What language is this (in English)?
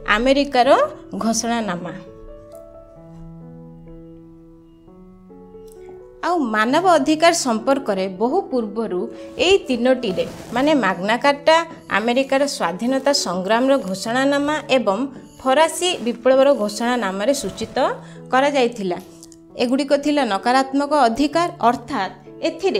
Odia